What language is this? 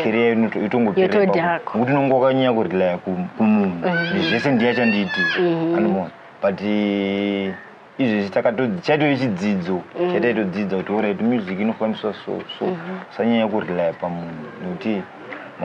Shona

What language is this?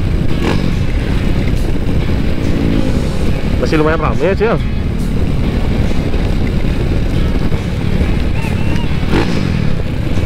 Indonesian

